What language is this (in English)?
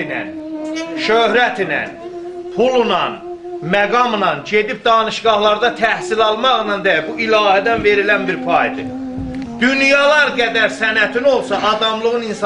South Azerbaijani